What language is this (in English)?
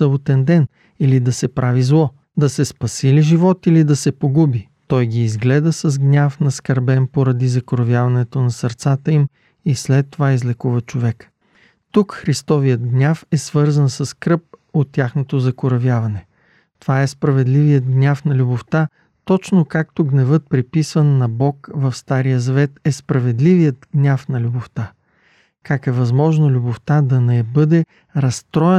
Bulgarian